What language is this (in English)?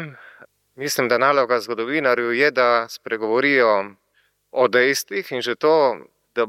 Slovenian